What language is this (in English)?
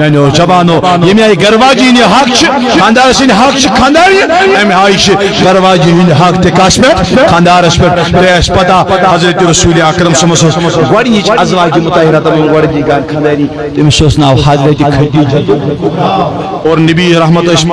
Kashmiri